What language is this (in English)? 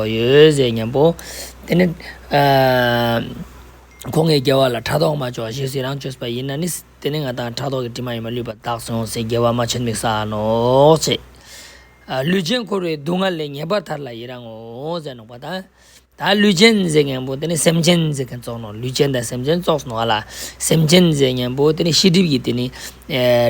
Ladakhi